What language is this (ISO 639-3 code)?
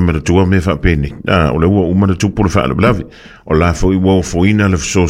smo